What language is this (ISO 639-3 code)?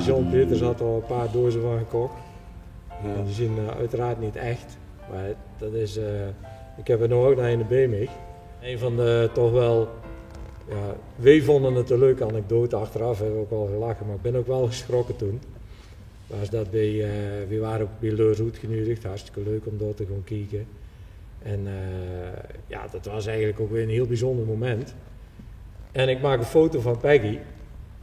lim